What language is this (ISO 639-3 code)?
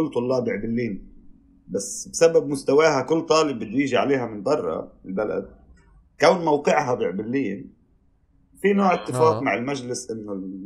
apc